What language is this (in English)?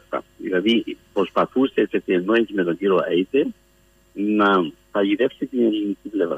Greek